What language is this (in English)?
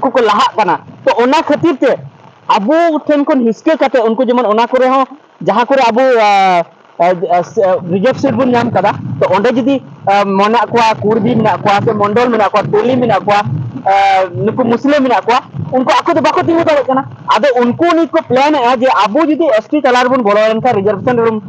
Santali